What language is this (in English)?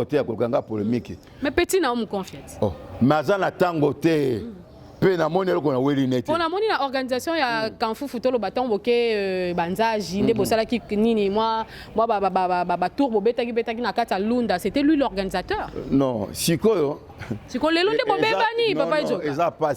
Lingala